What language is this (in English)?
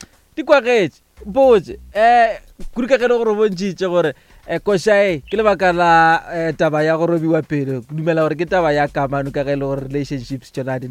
Northern Sotho